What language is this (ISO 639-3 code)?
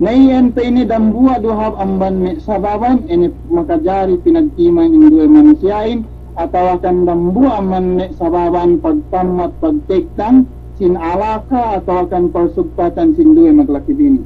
yka